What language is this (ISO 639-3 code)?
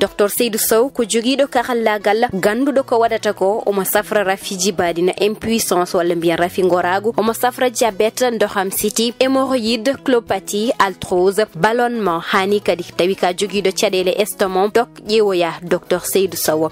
ful